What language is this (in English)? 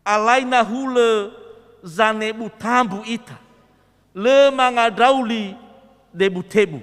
Nias